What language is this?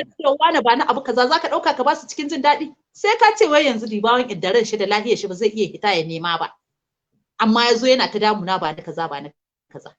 Hausa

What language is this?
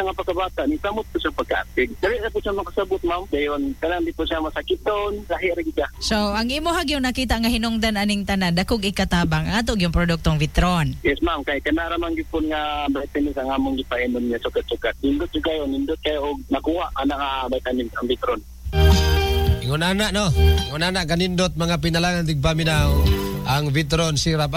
Cebuano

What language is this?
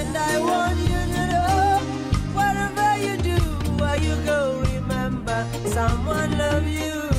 Morisyen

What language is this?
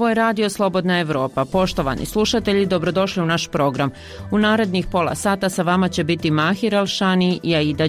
Bosnian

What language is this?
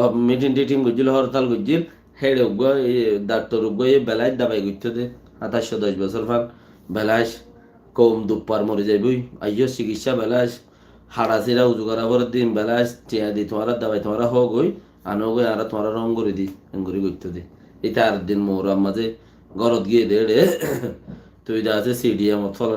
Rohingya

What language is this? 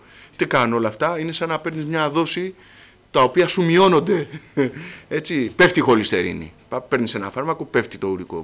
Greek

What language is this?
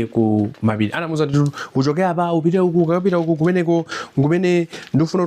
Nyanja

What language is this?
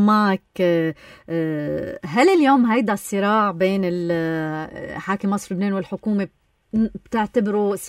North Levantine Arabic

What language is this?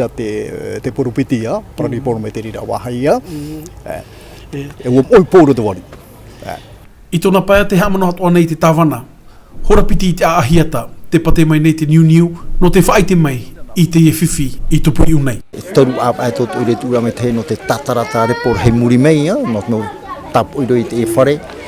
Tahitian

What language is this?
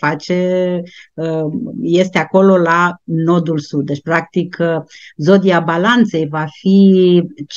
Romanian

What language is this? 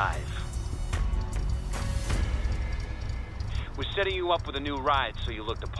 English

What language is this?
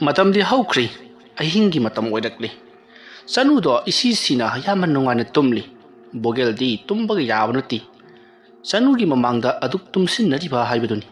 Manipuri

